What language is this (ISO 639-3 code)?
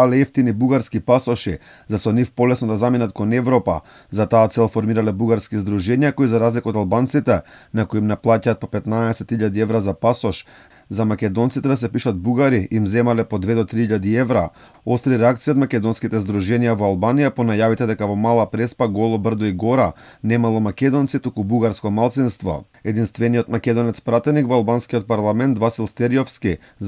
mkd